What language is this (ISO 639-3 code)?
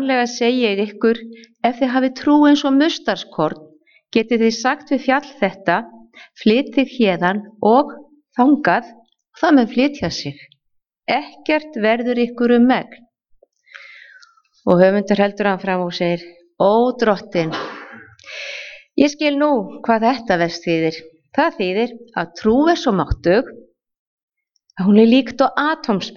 isl